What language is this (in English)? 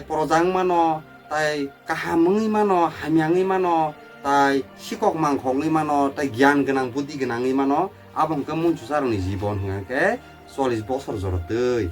Kok Borok